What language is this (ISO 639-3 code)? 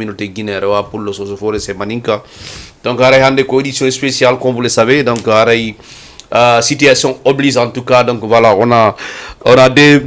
ful